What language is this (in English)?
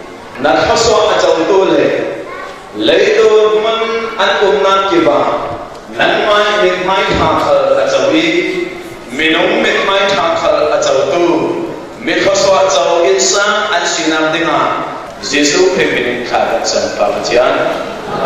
Falam Chin